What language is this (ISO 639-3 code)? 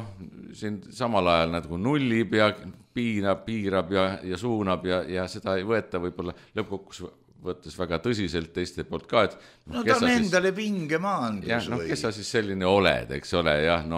est